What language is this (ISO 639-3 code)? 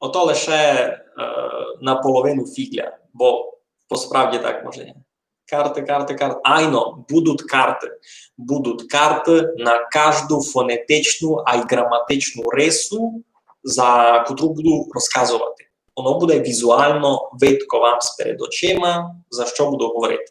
rue